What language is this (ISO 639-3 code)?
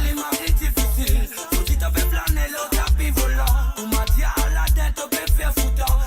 mfe